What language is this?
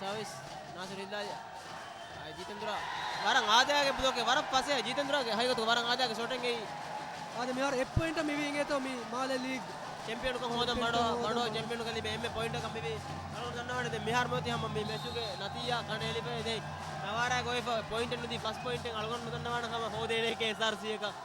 Divehi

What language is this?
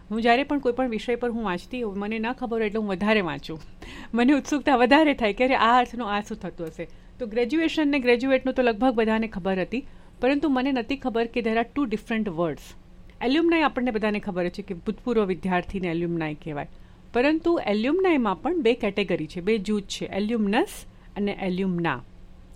Gujarati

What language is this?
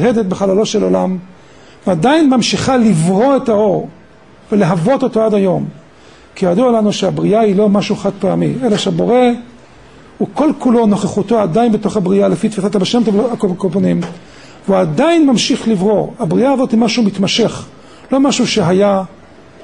Hebrew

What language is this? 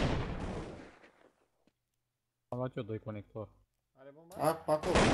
Romanian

